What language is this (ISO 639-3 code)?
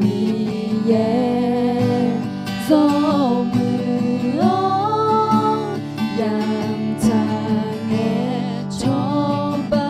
ahk